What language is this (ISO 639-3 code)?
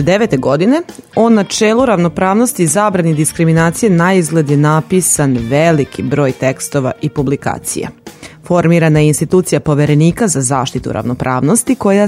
srp